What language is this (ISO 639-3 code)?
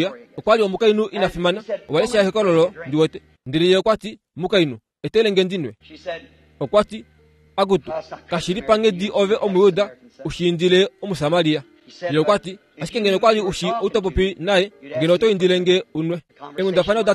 kua